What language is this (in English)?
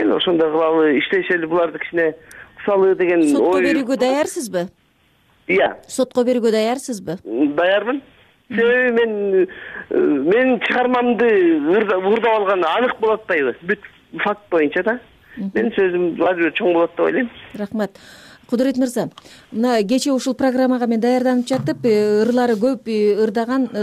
Kyrgyz